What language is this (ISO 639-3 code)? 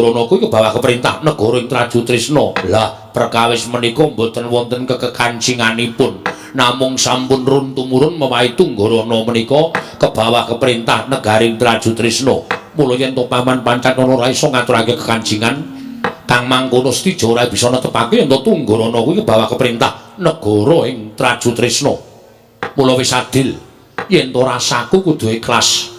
jav